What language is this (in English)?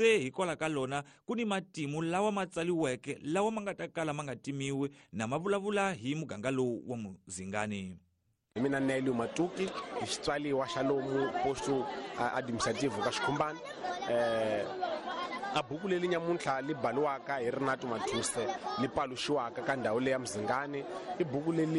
Tsonga